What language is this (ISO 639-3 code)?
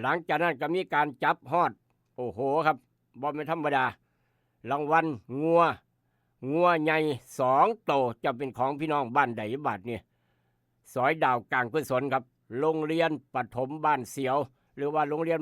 tts